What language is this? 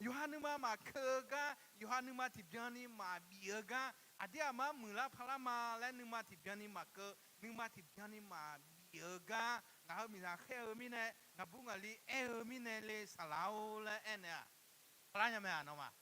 Akha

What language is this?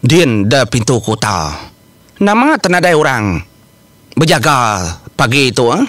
Iban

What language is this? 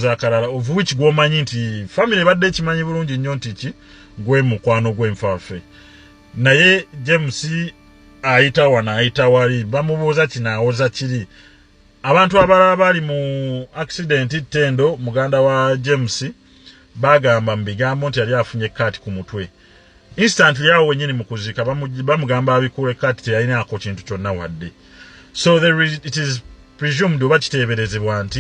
Ganda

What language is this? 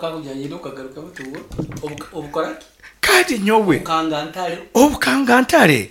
Nyoro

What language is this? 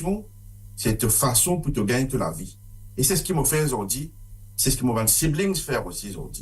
Morisyen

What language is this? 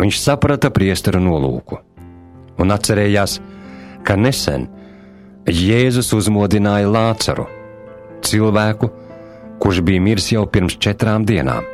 Latvian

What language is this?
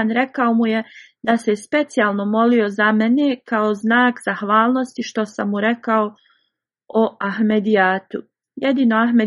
Bosnian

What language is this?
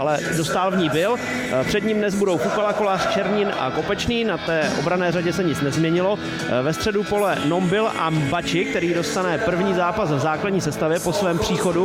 Czech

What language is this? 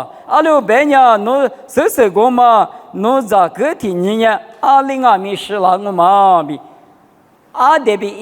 Lisu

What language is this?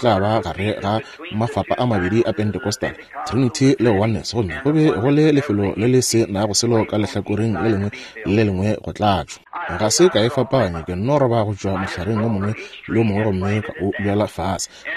Northern Sotho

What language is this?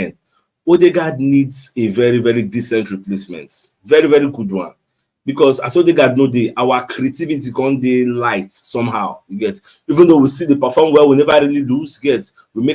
Nigerian Pidgin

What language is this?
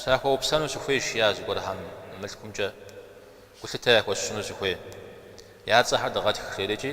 Kabardian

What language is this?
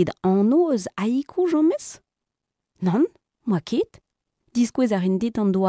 Breton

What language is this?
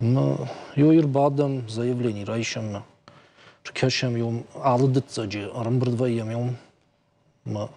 Ossetic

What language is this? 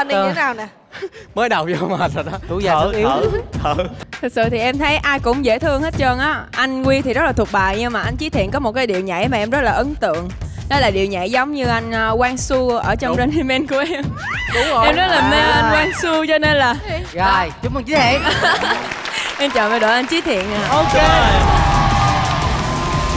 Vietnamese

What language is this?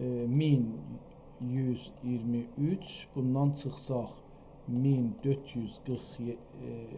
South Azerbaijani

